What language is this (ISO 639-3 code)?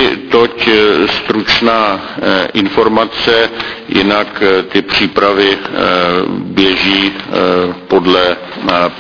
ces